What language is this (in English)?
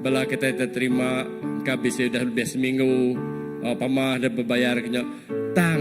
Iban